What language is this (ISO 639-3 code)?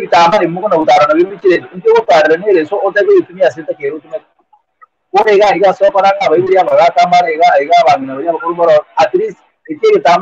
guz